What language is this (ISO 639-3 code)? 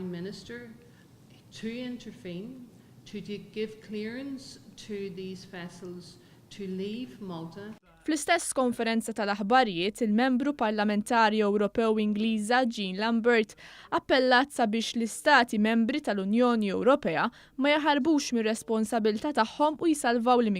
mlt